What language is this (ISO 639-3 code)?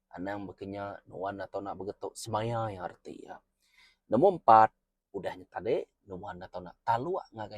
iba